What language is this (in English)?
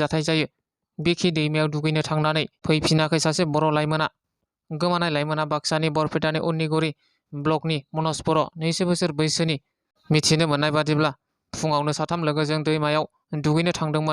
Bodo